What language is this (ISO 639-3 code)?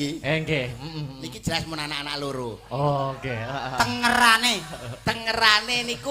jav